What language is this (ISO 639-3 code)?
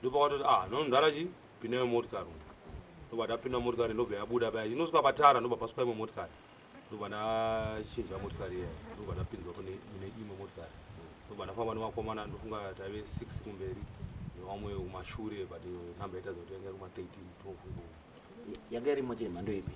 sna